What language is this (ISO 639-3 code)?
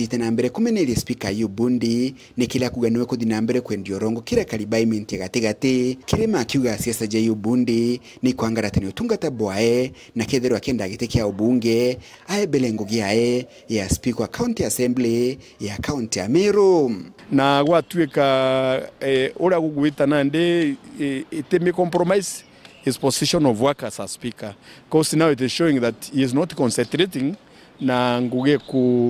mer